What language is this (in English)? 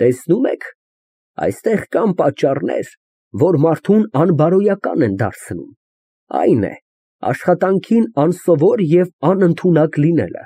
Armenian